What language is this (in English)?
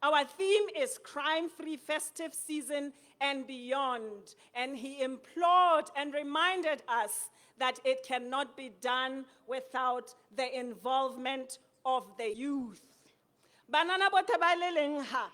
Tswana